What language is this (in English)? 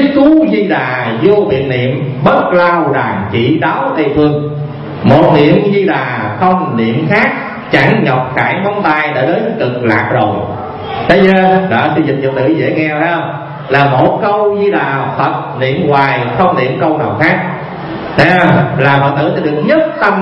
Vietnamese